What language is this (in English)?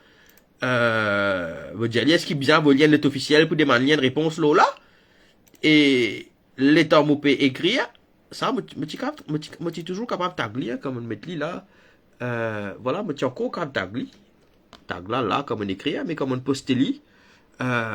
Morisyen